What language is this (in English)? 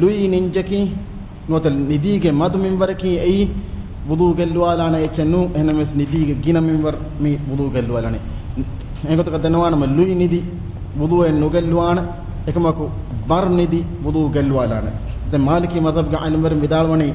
Divehi